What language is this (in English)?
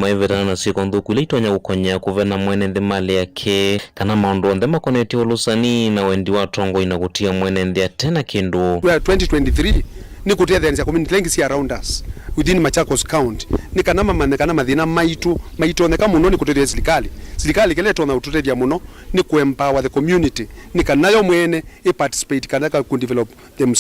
Kamba